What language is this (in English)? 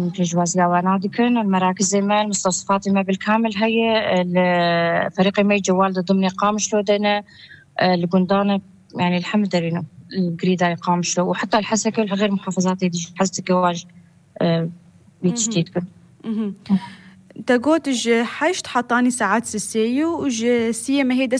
North Levantine Arabic